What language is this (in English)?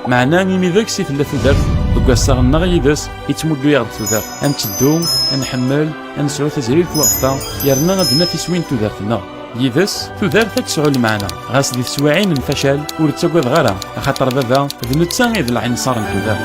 Kabyle